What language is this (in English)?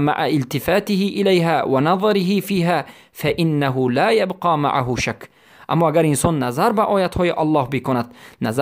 Persian